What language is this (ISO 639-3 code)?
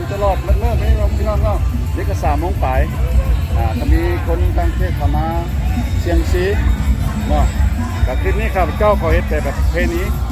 lao